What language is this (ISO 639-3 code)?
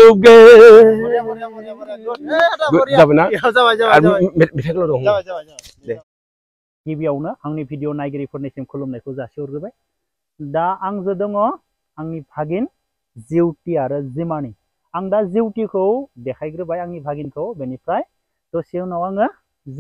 brx